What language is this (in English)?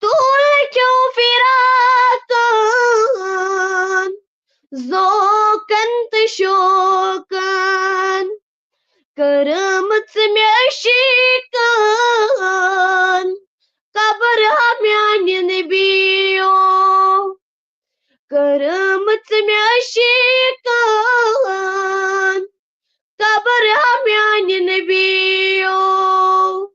Kashmiri